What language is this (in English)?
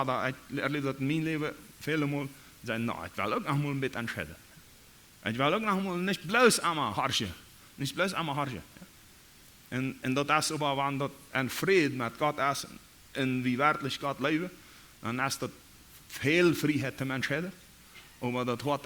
Plautdietsch